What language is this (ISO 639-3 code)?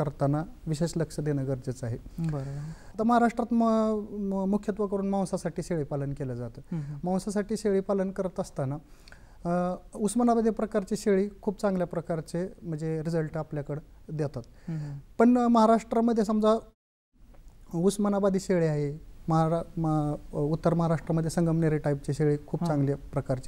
mar